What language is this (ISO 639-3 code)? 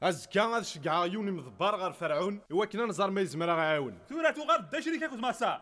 kab